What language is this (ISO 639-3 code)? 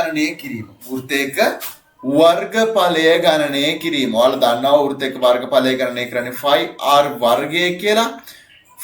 sin